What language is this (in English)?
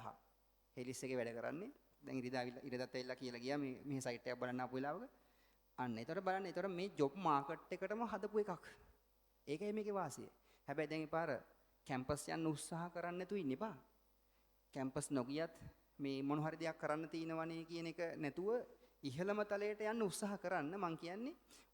Sinhala